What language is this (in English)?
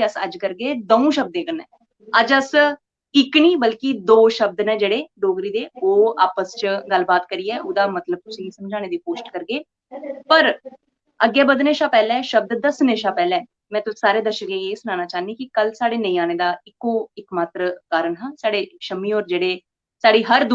Dogri